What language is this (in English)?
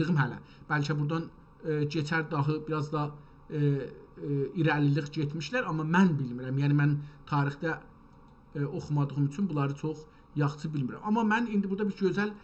South Azerbaijani